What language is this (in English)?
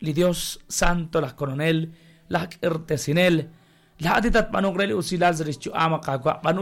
Kekchí